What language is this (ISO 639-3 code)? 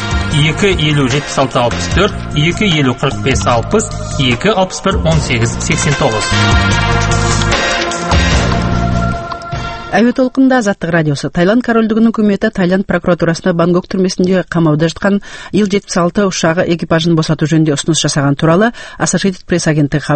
kaz